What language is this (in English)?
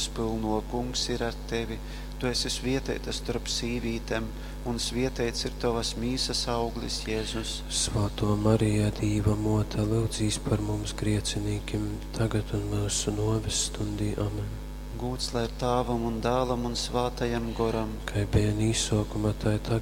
Latgalian